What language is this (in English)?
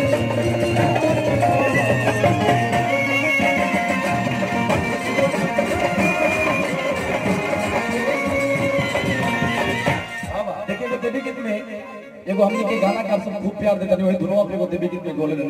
Bhojpuri